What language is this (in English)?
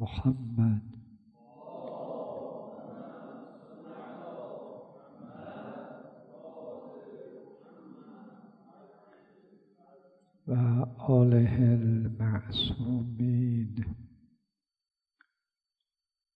Persian